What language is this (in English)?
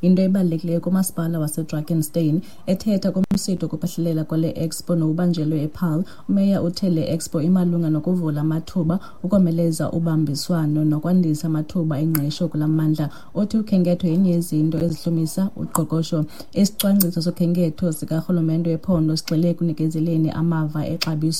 Xhosa